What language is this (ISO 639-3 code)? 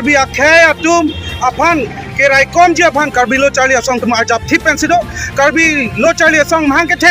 mjw